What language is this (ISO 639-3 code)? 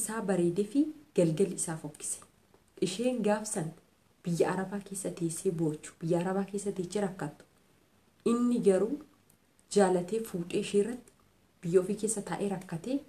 orm